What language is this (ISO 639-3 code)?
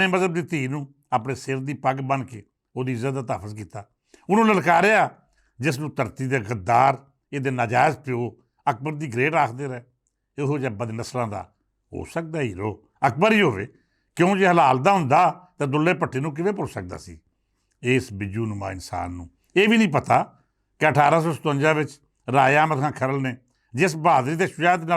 lah